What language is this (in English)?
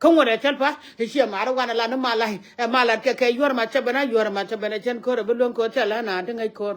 Nuer